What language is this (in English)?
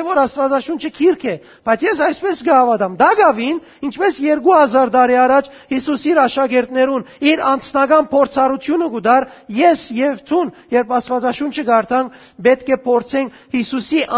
Western Armenian